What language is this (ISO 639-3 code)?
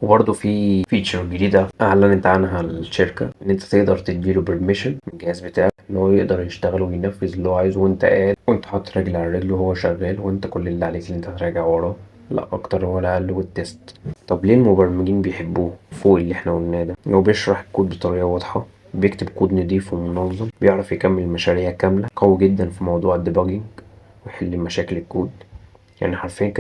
arz